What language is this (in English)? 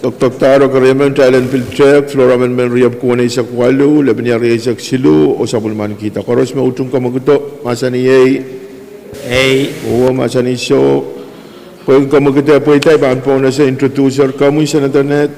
Pohnpeian